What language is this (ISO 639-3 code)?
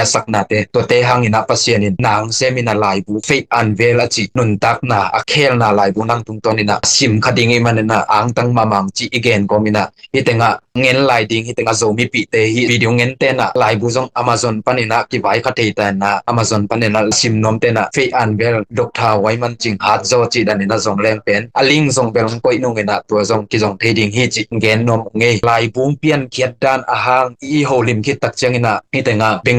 ctd